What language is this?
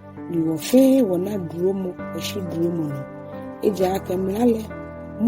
Ga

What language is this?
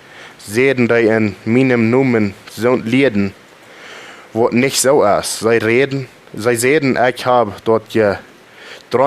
Plautdietsch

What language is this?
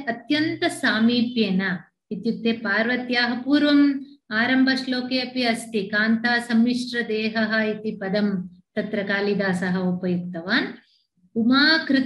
Sanskrit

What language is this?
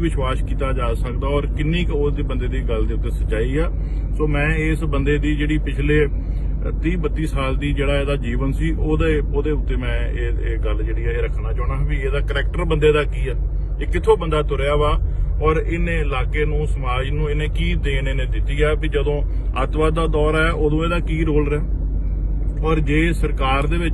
Punjabi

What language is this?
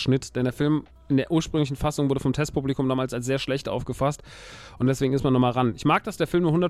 German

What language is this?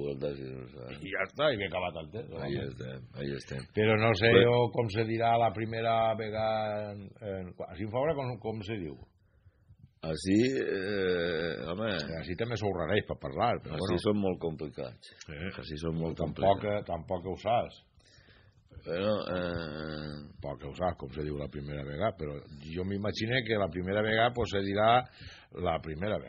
Catalan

